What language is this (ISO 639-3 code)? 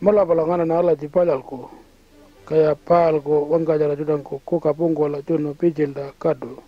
pjt